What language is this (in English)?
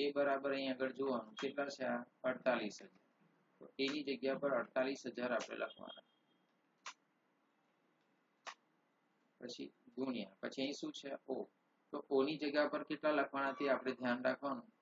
Gujarati